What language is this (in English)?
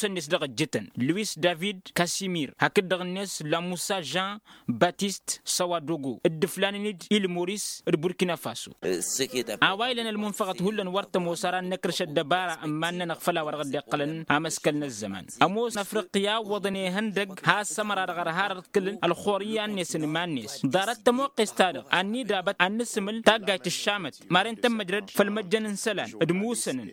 Tamasheq